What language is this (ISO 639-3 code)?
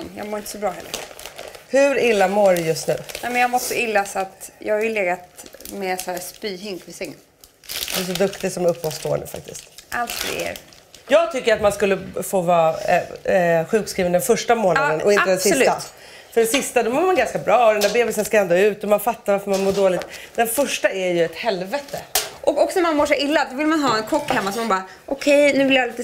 swe